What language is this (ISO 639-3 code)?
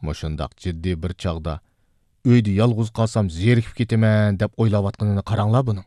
uig